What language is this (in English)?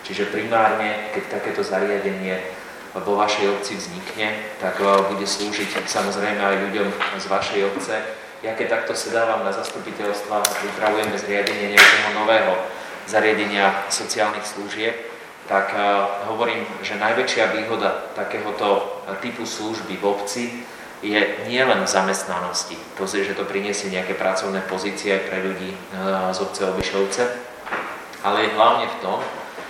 Slovak